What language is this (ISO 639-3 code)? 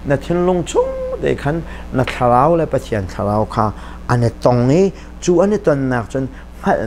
cnh